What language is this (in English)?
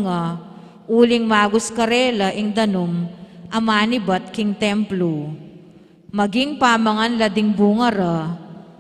Pampanga